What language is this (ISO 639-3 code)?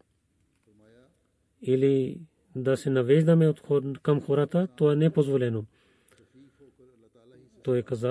bul